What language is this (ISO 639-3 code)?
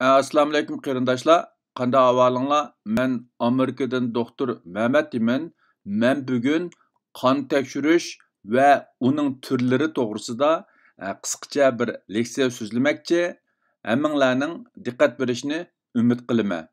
uig